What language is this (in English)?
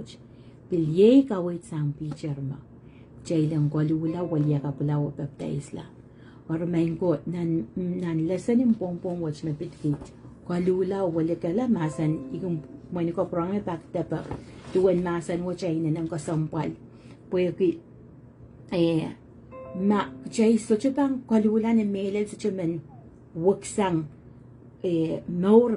Pohnpeian